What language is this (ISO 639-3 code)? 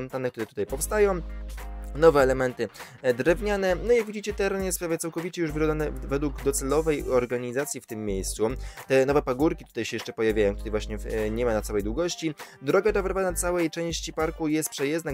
pol